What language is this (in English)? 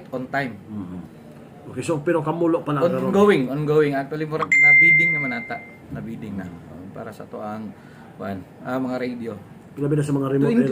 Cebuano